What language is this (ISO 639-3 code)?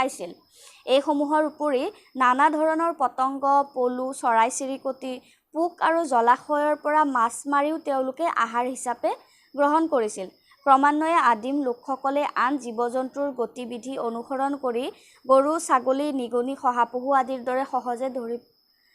asm